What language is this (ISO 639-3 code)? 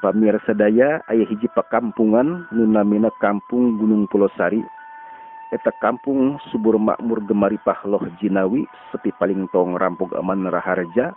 sun